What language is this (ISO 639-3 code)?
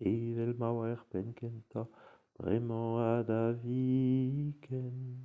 bre